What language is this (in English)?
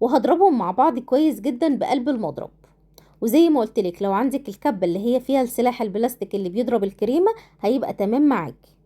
Egyptian Arabic